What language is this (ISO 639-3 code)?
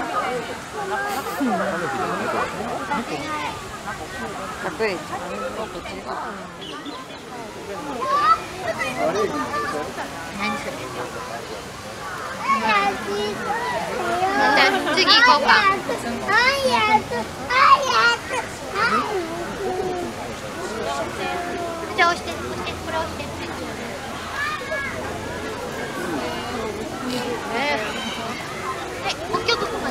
jpn